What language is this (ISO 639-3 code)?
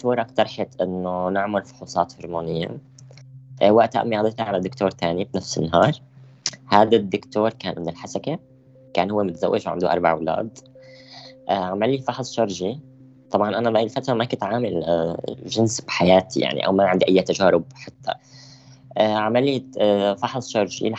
apc